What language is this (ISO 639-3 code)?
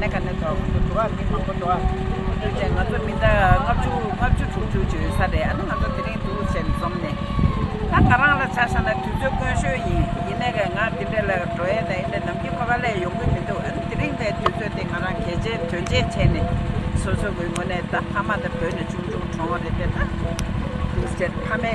bod